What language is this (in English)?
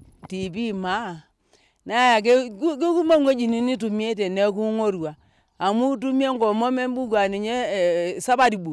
Masai